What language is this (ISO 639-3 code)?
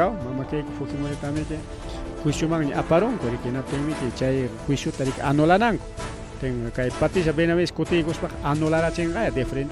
quy